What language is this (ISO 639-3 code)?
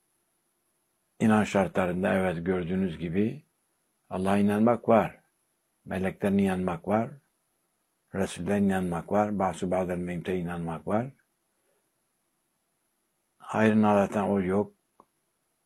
tur